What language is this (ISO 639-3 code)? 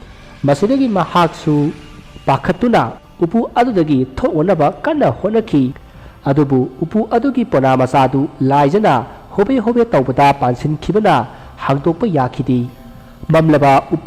mni